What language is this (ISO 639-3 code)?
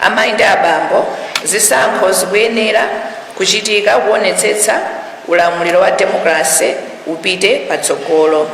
nya